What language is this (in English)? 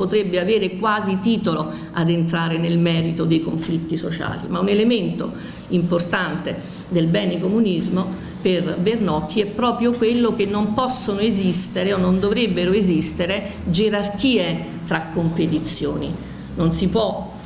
Italian